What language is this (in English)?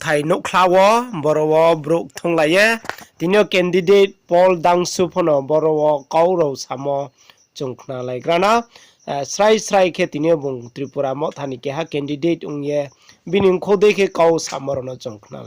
Riang (India)